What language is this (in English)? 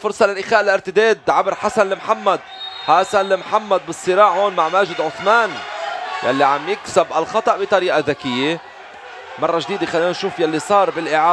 North Levantine Arabic